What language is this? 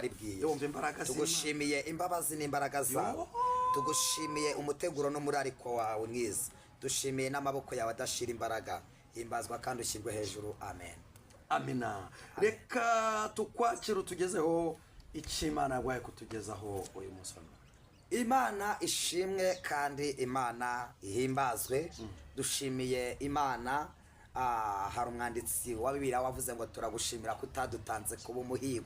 Kinyarwanda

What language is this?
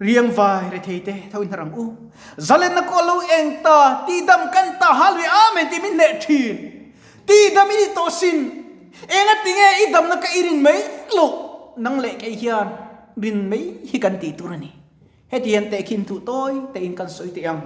Mizo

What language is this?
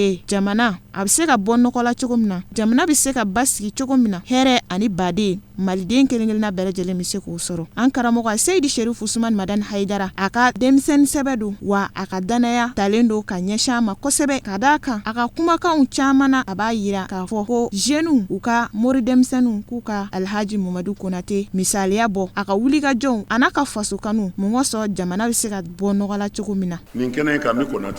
Bambara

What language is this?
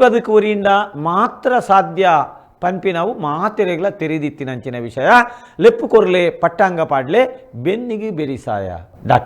Tulu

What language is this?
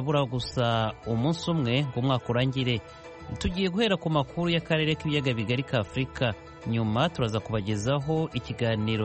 Kinyarwanda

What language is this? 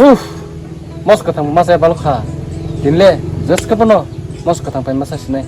Kok Borok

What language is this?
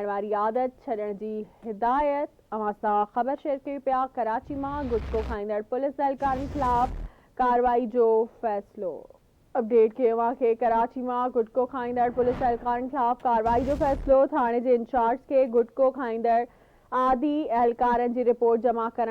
Sindhi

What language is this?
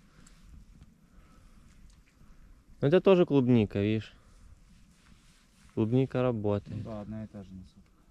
Russian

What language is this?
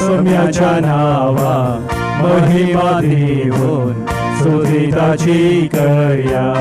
Konkani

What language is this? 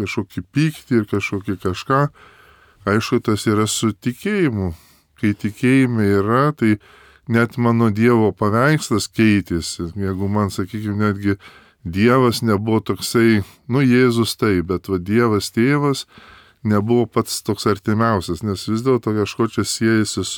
Lithuanian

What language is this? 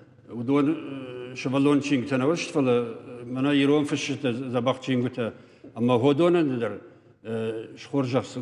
Ossetic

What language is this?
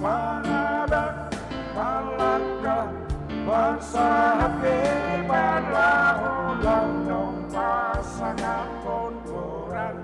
Batak Simalungun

